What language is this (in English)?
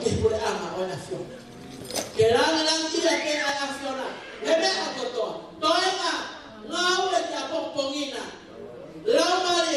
Tongan